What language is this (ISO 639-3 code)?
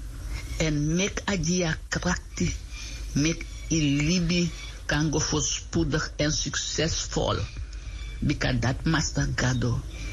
srn